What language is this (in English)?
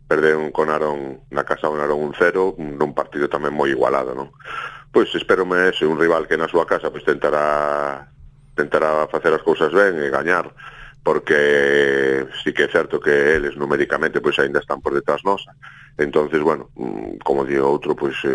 Galician